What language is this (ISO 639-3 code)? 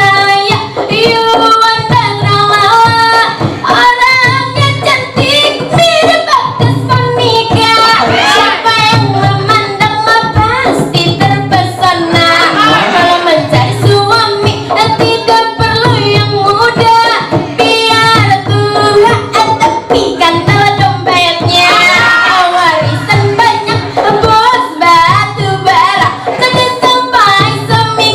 bjn